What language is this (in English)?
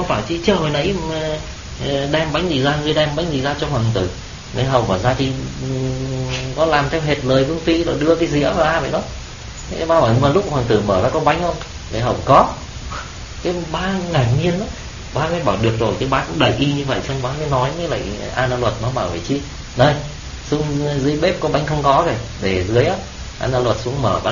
Vietnamese